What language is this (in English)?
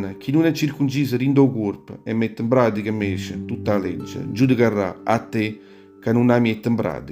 Neapolitan